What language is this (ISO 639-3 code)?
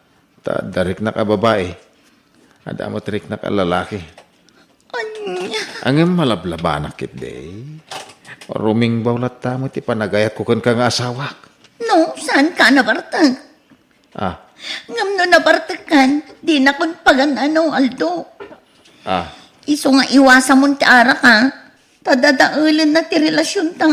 ilo